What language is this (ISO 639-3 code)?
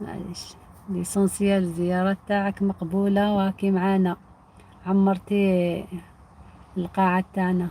arq